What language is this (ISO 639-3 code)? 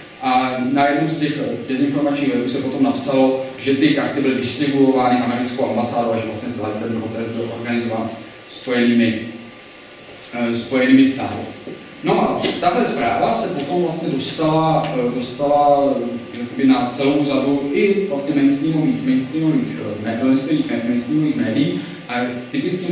ces